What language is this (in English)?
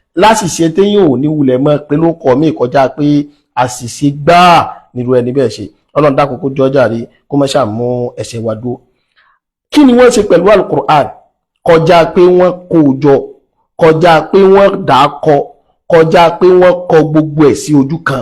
Yoruba